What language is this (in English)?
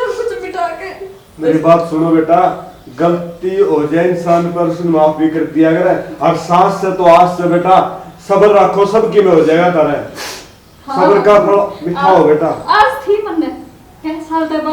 Haryanvi